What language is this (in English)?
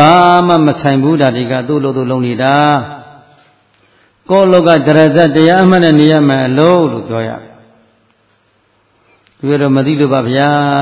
Burmese